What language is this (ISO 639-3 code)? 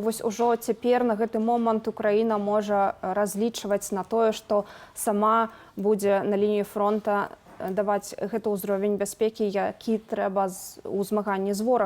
bel